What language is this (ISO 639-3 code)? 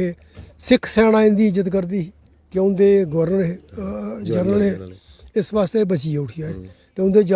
doi